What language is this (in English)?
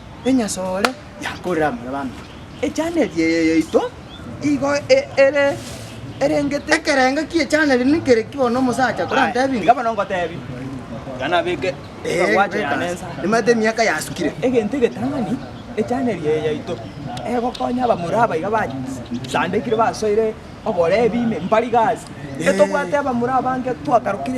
Gusii